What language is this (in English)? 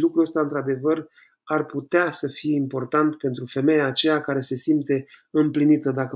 Romanian